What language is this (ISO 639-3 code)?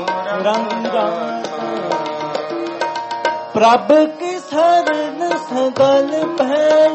pan